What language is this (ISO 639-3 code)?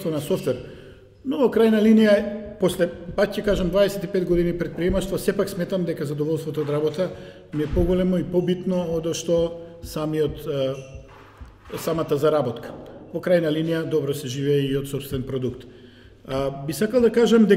mkd